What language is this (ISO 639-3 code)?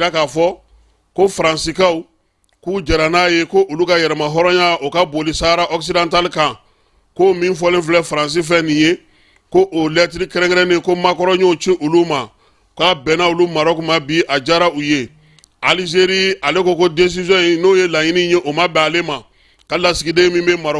bam